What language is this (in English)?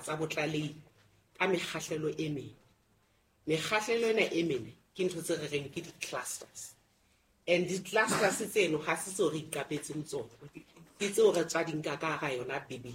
Southern Sotho